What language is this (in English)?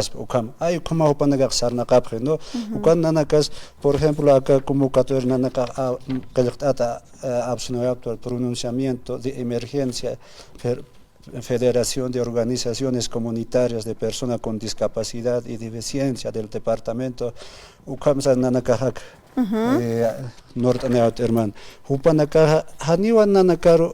Aymara